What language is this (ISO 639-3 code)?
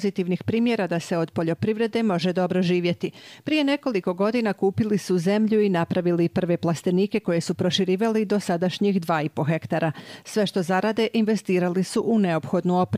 hrv